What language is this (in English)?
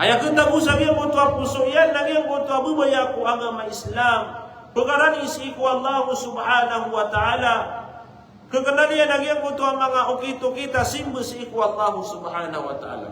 Maranao